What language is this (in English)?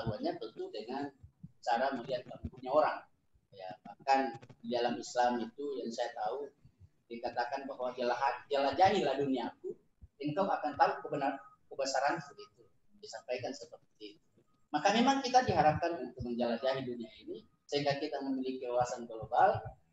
Indonesian